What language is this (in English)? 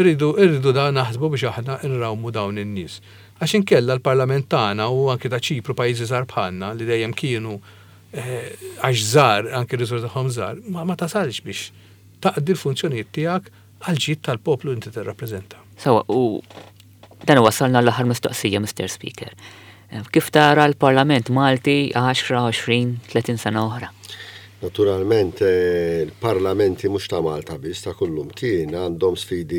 Maltese